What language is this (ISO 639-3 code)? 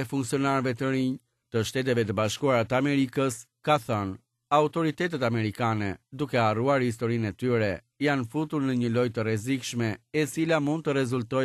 sqi